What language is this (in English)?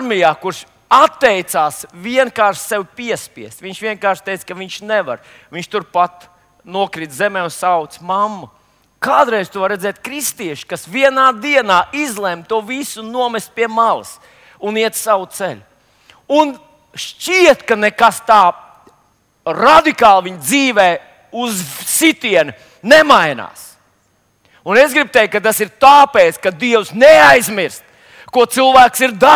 Latvian